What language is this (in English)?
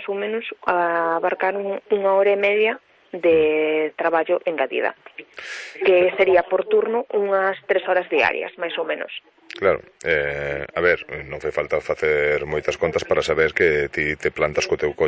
Galician